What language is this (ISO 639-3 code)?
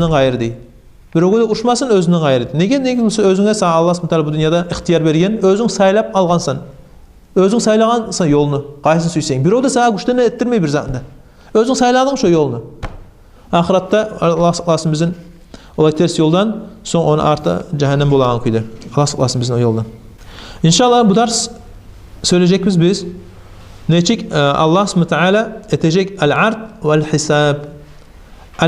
kum